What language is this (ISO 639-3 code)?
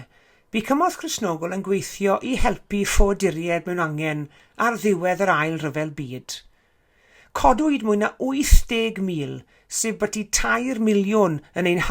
cym